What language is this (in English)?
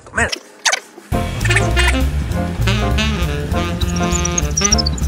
Finnish